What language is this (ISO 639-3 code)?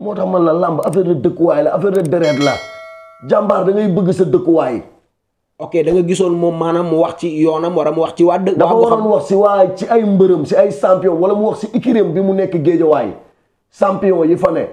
wol